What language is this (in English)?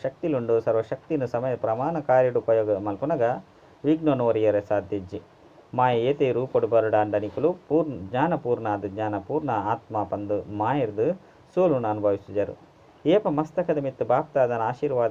Tulu